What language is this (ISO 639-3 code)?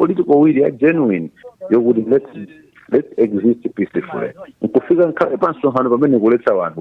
nya